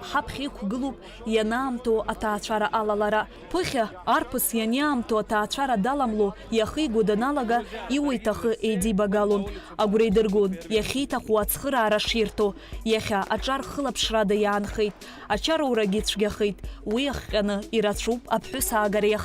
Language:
Abkhazian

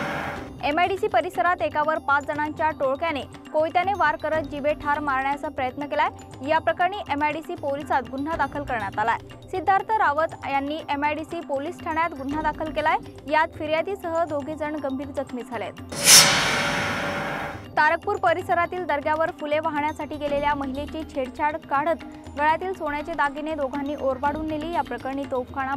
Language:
Marathi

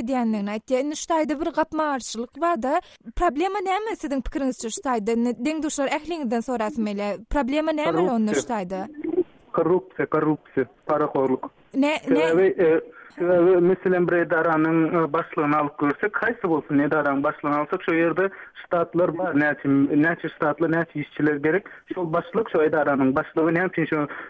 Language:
Turkmen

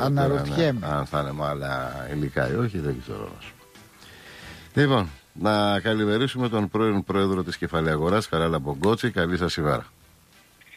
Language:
Greek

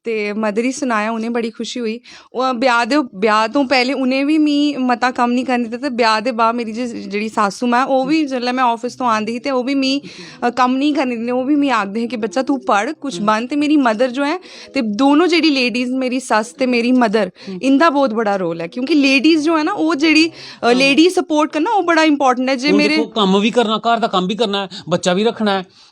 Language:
Dogri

